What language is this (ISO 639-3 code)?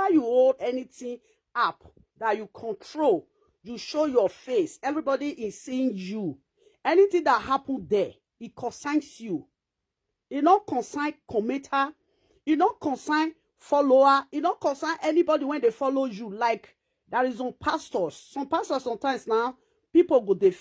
pcm